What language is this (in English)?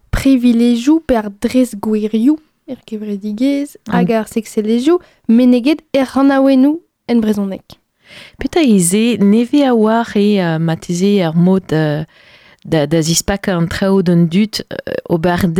Breton